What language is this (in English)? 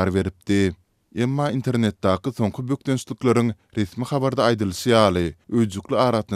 Turkmen